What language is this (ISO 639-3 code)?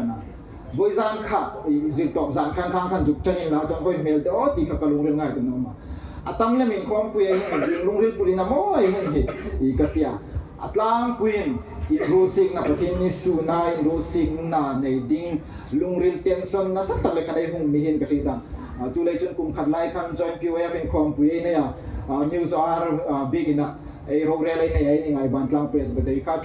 hmr